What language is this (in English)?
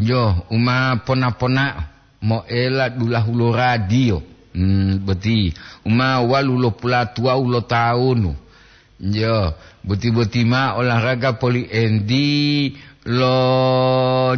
Gorontalo